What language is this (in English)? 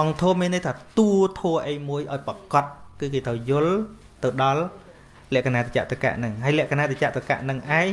Khmer